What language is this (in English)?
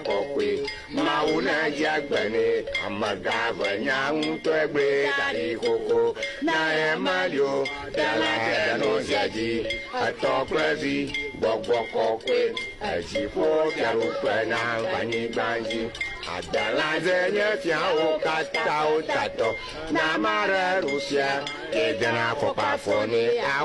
Ewe